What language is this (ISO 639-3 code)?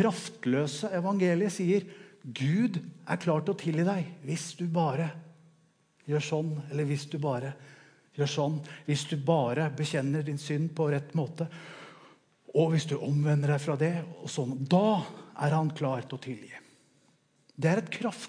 nor